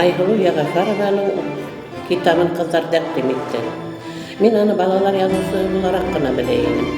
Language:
Bashkir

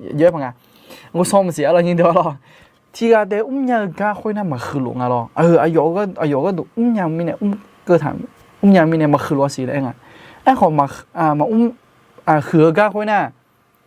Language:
Akha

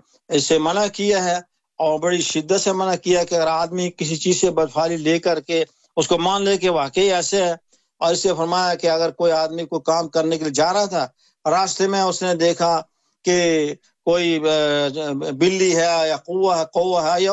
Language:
Urdu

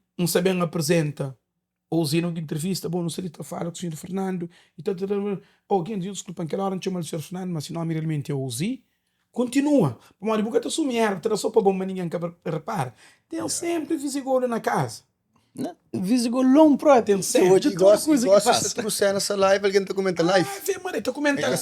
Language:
Kabuverdianu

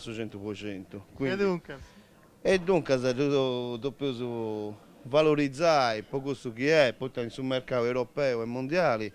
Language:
Sardinian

